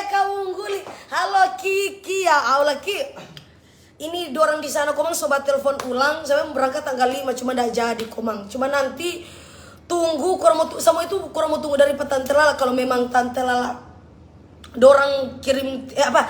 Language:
Manado Malay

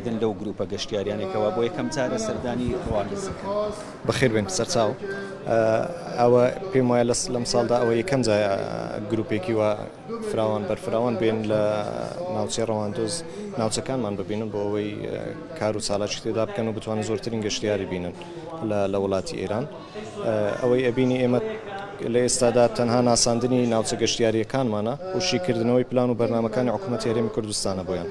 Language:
Central Kurdish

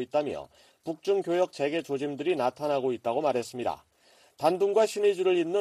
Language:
Korean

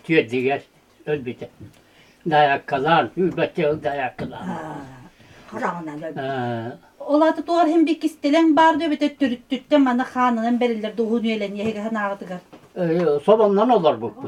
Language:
Yakut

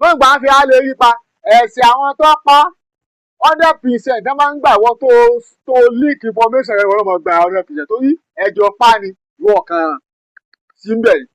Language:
Yoruba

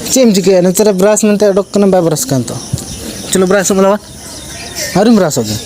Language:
Santali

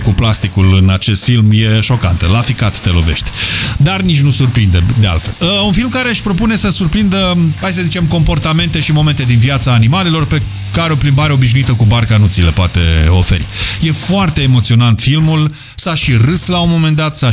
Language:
Romanian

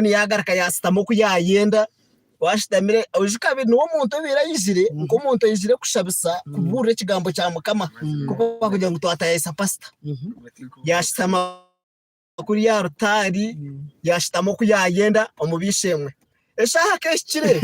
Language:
Nyankole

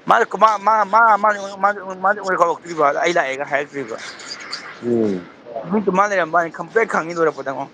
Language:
Manipuri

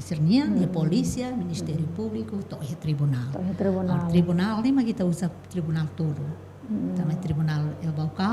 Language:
Tetum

